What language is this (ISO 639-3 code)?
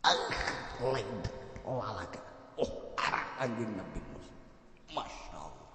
sun